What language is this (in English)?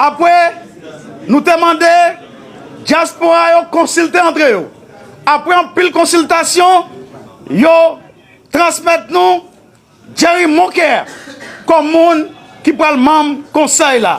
Haitian Creole